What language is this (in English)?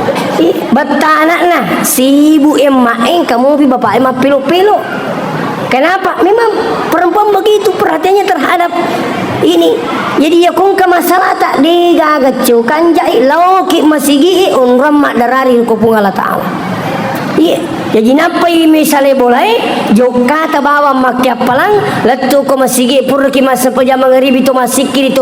Buginese